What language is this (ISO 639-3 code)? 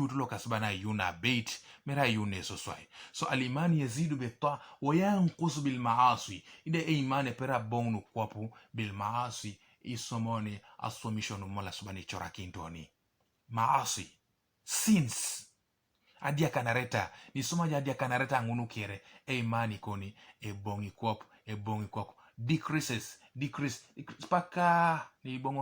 teo